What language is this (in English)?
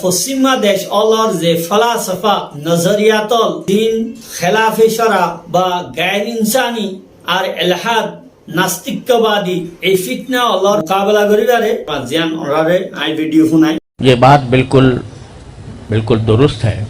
Rohingya